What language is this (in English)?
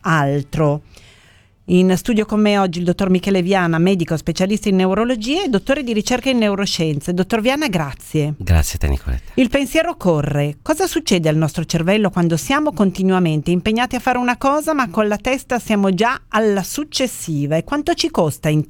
Italian